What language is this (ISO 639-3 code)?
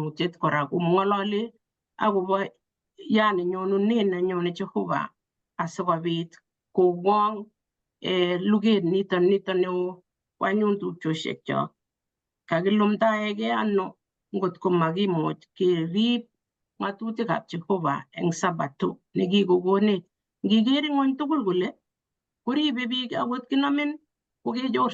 kln